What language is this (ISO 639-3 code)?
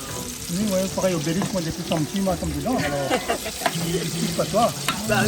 rcf